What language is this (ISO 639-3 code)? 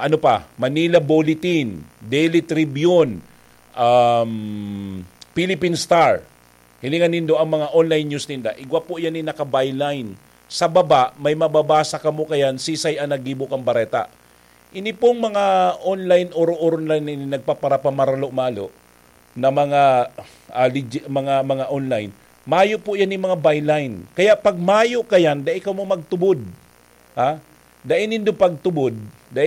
bik